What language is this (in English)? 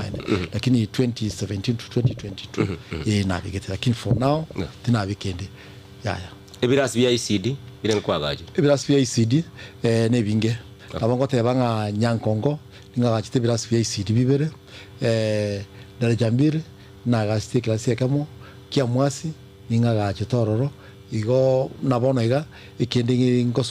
Gusii